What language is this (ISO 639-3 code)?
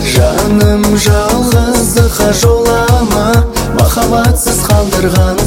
kaz